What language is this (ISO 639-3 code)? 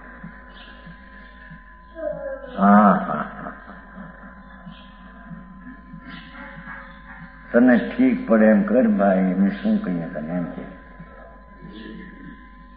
guj